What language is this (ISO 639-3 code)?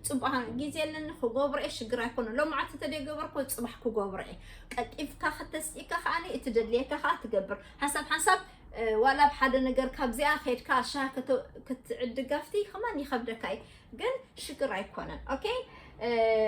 tir